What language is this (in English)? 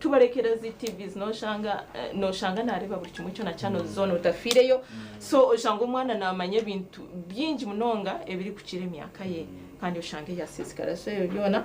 Nyankole